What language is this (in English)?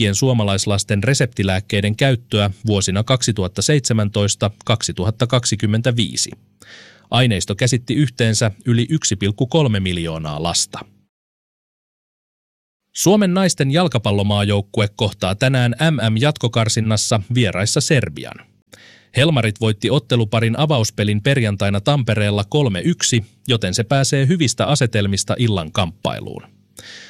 Finnish